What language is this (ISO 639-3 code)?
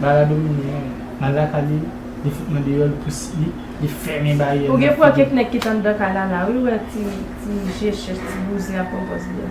hat